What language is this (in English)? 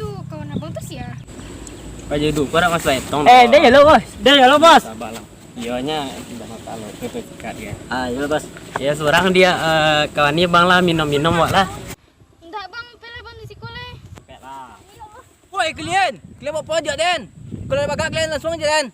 Minangkabau